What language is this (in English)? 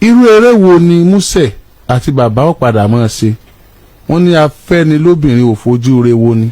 Yoruba